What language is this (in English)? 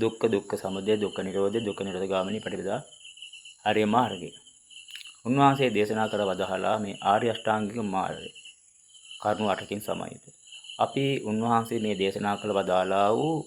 Sinhala